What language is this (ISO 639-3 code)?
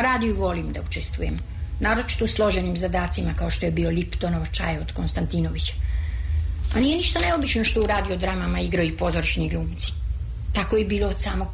srp